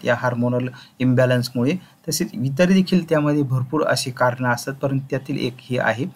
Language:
Marathi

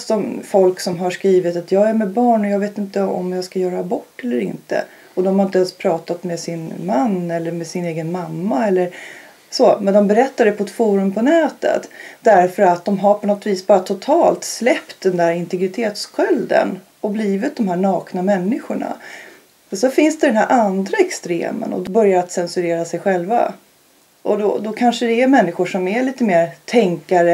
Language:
Swedish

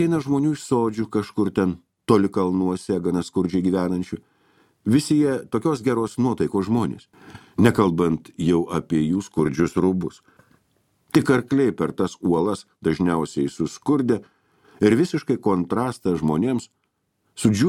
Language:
Lithuanian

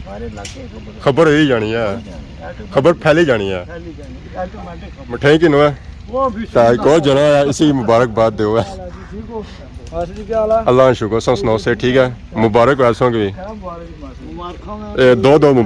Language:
Pahari-Potwari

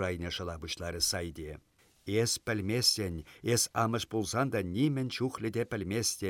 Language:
Chuvash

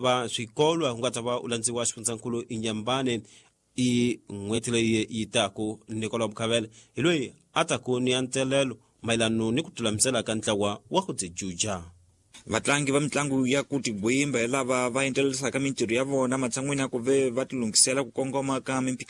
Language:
Tsonga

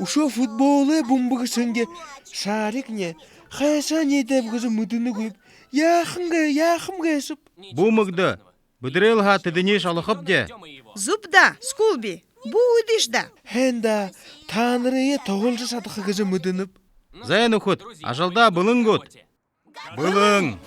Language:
Buriat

